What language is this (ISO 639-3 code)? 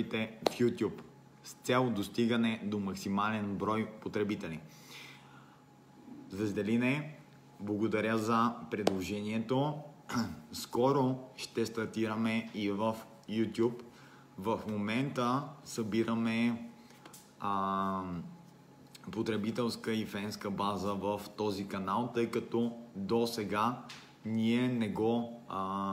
bul